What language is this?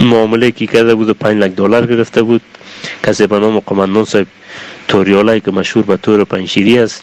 Persian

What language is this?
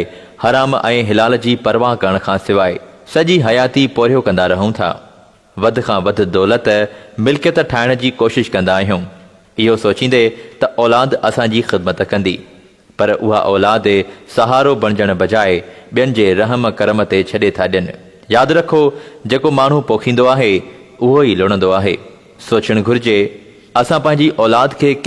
Sindhi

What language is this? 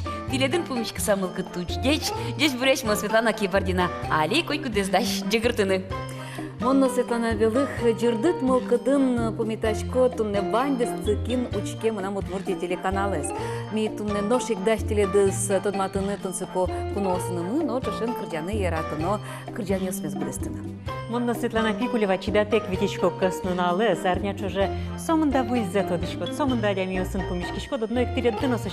Udmurt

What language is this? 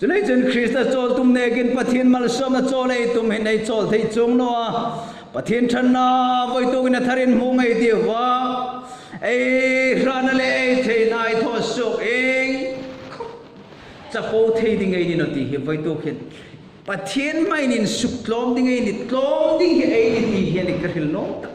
Hmar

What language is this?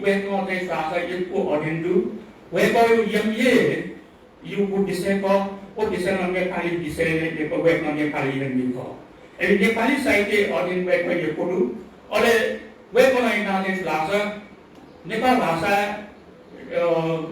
Newari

